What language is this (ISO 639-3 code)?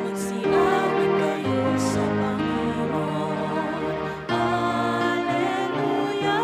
pam